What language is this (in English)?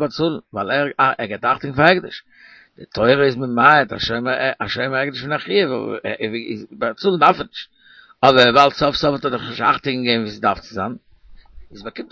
Yiddish